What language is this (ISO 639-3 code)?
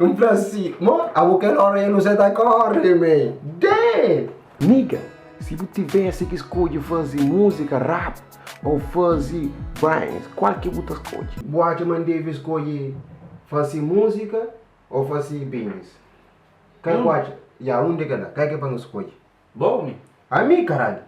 kea